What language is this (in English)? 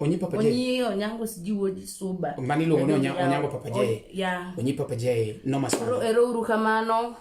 Luo (Kenya and Tanzania)